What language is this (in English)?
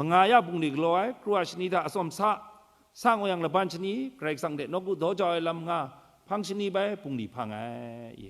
Kachin